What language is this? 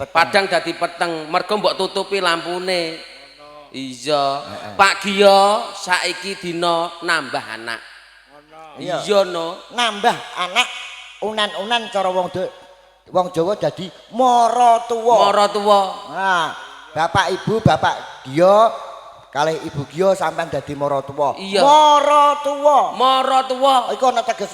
Javanese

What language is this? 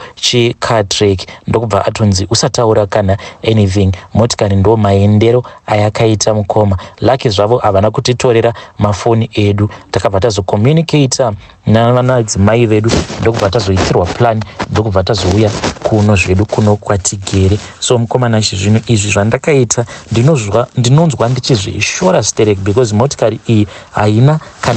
Shona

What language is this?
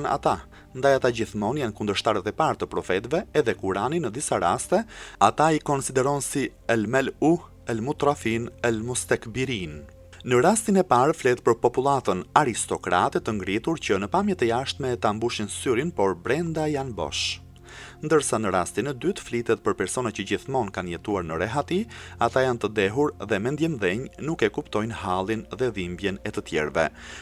Albanian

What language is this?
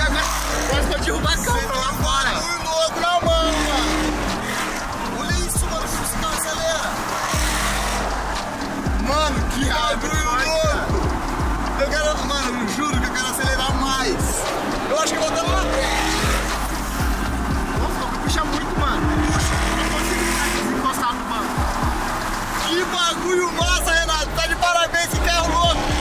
Portuguese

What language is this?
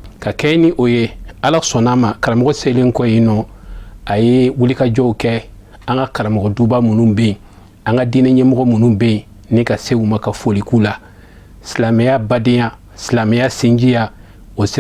Bambara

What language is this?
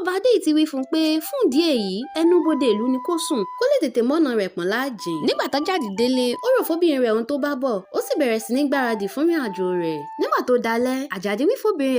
Yoruba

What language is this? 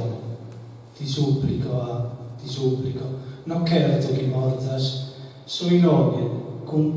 Sardinian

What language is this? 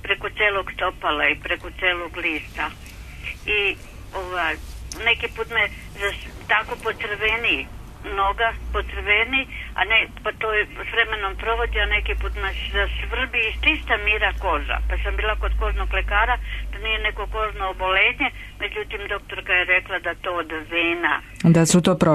Serbian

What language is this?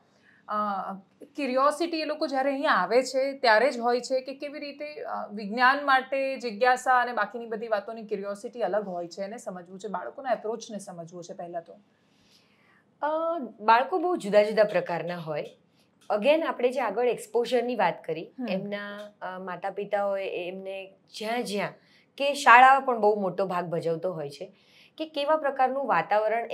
Gujarati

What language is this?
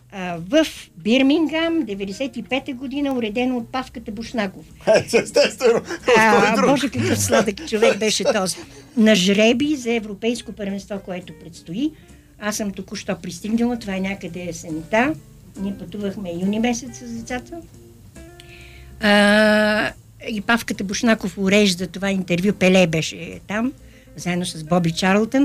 Bulgarian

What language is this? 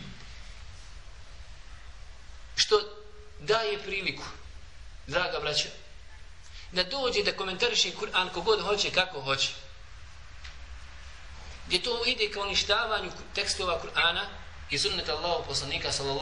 Bosnian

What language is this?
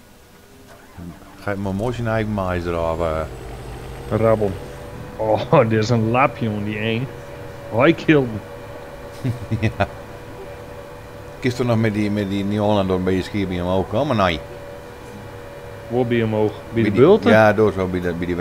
Dutch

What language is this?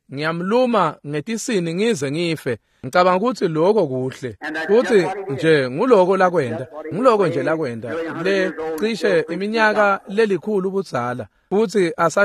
Swati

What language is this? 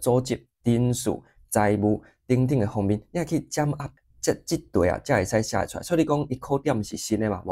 Min Nan Chinese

